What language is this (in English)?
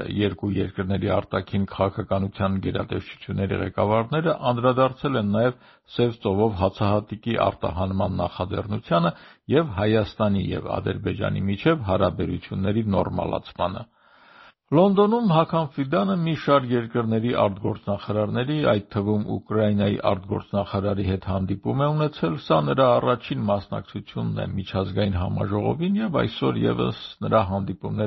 Armenian